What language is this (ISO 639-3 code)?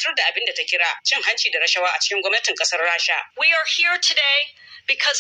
hau